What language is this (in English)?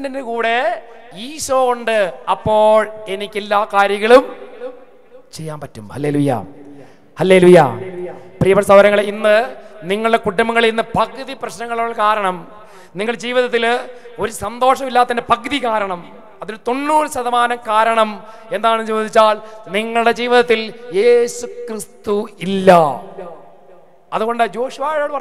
Malayalam